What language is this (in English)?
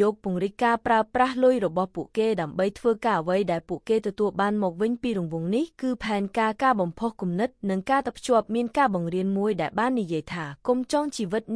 Khmer